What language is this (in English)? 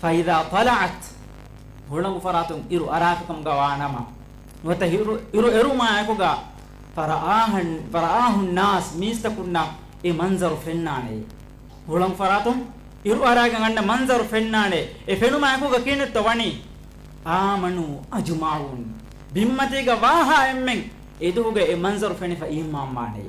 Divehi